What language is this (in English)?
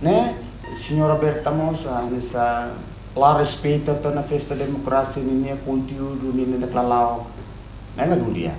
Tetum